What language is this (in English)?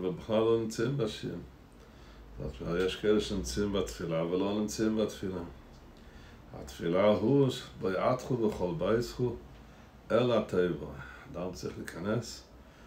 Hebrew